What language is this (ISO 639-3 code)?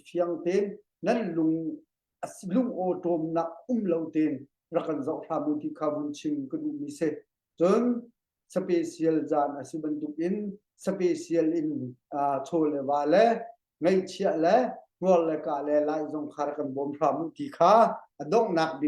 cnh